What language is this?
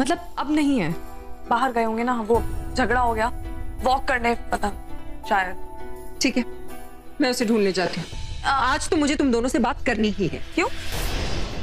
Hindi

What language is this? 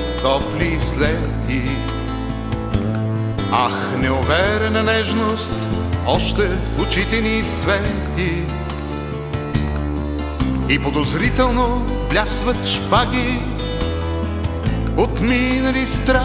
Bulgarian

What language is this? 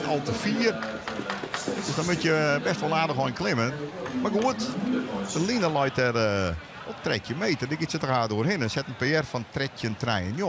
Western Frisian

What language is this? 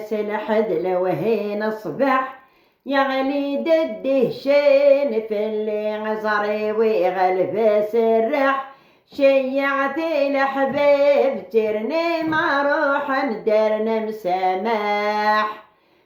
Kabyle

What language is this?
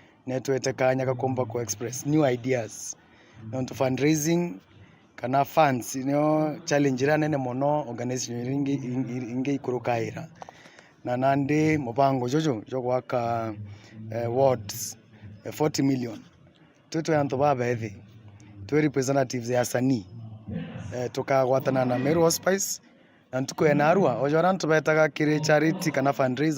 Meru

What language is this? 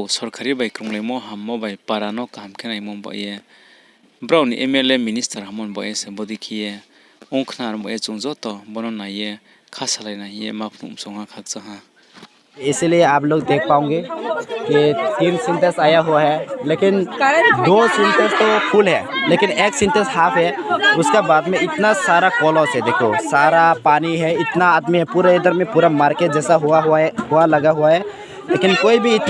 Riang (India)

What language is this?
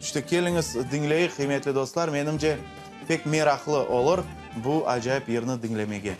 Crimean Tatar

